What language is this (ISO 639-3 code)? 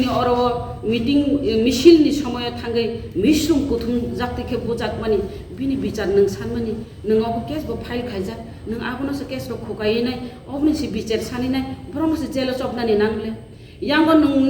trp